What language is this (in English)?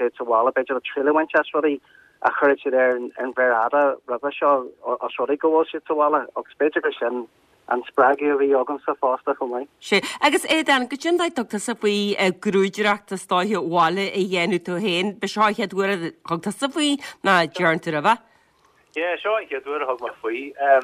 Irish